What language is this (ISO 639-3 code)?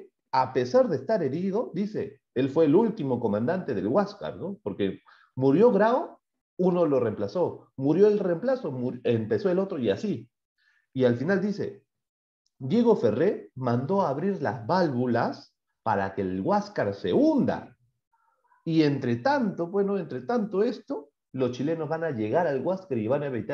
spa